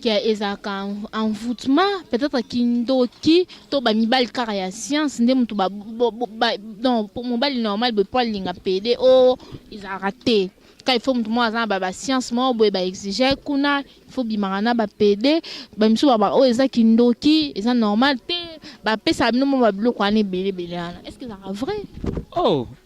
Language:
Lingala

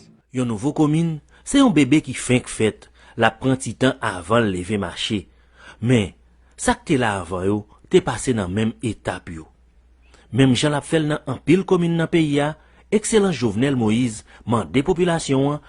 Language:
Haitian Creole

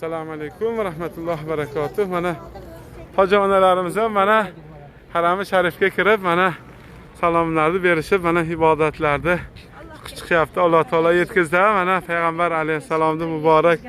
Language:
Uzbek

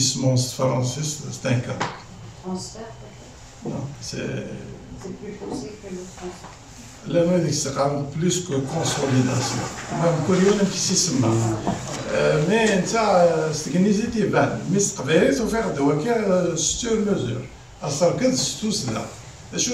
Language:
Kabyle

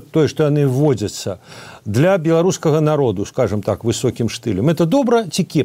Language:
Belarusian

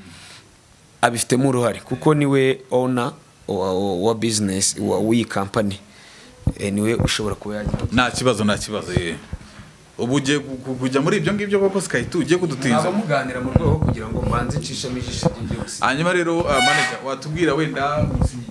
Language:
Kinyarwanda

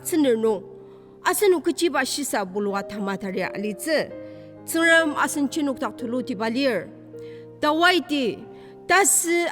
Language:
Ao Naga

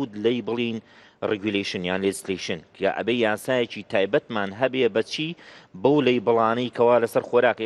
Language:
Central Kurdish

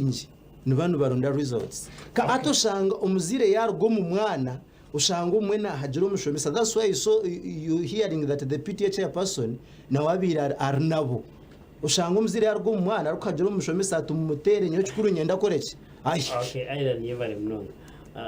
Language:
Nyankole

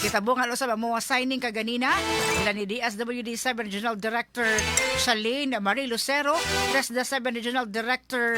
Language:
Cebuano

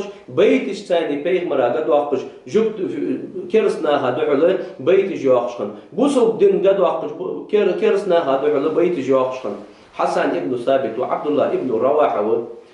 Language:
Ingush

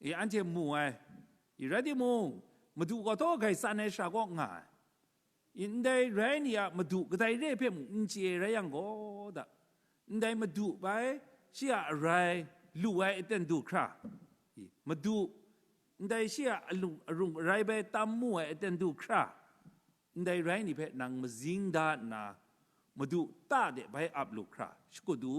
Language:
Kachin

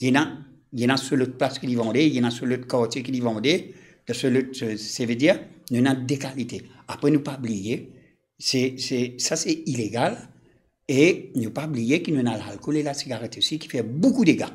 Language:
Morisyen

